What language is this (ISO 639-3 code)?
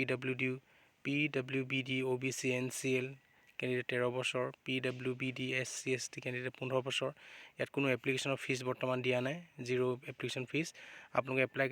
asm